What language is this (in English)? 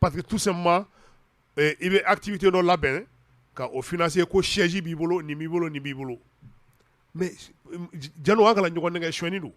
Bambara